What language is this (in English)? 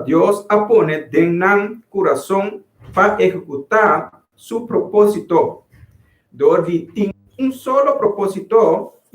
Papiamento